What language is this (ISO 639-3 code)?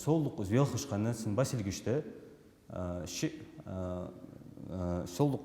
inh